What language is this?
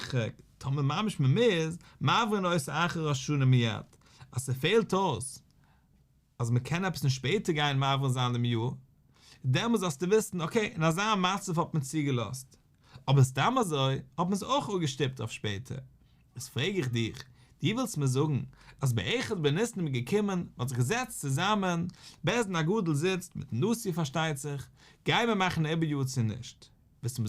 Yiddish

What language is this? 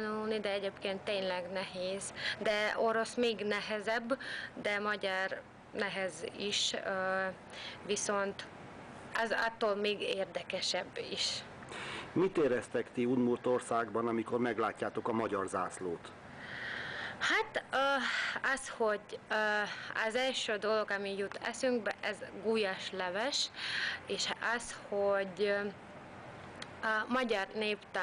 Hungarian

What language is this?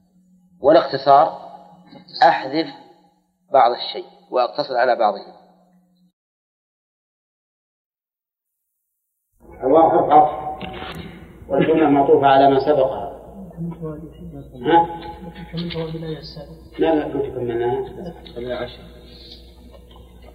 Arabic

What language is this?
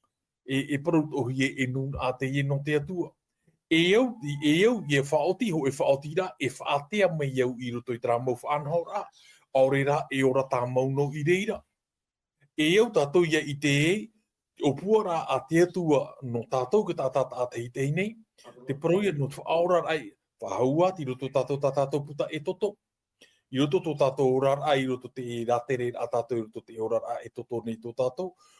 Tahitian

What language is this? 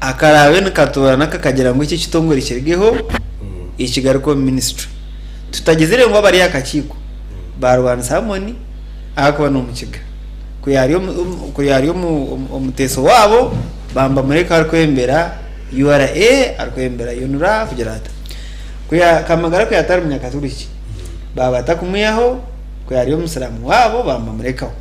Nyankole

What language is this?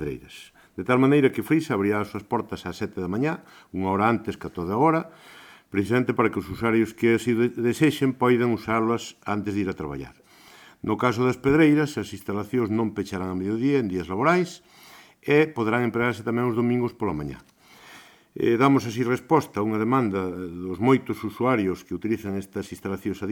Galician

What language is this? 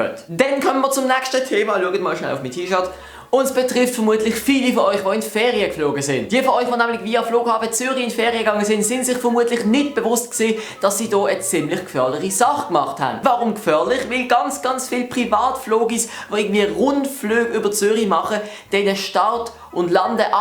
Swiss German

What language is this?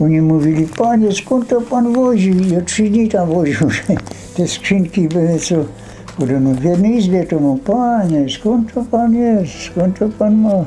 Silesian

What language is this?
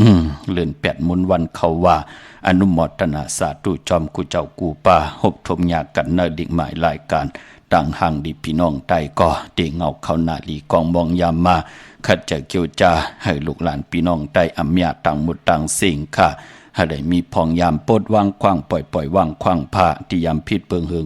Shan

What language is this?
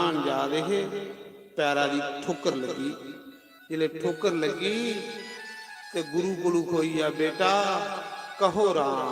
Dogri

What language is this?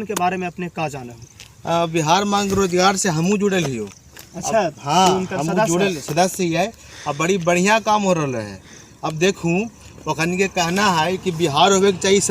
Magahi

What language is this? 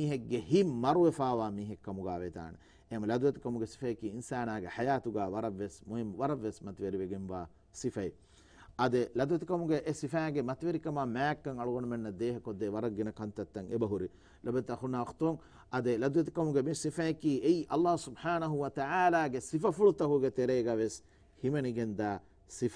Divehi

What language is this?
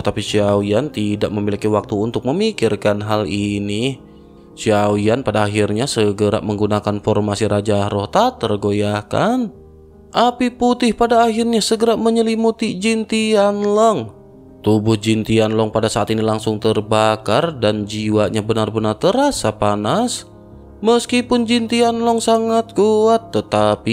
Indonesian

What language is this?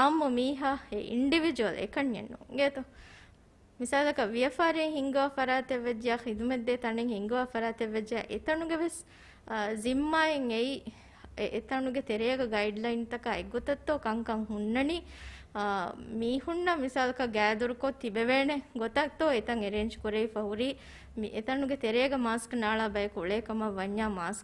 Divehi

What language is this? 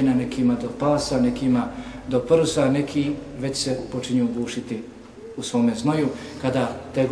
Bosnian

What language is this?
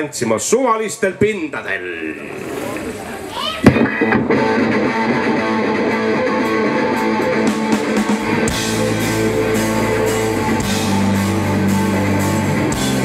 Estonian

